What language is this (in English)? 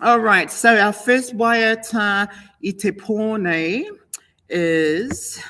Māori